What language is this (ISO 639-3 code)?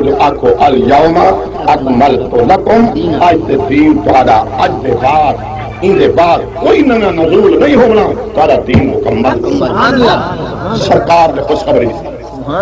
skr